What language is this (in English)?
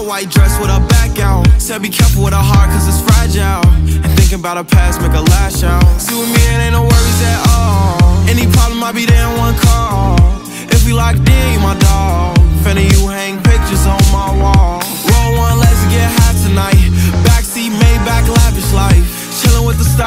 English